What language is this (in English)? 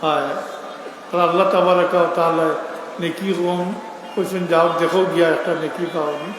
Sylheti